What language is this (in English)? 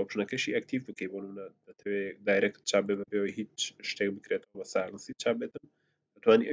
Central Kurdish